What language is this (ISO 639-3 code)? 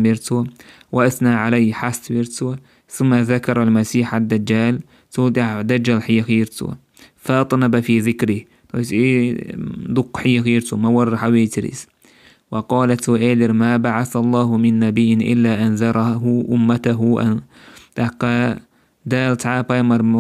che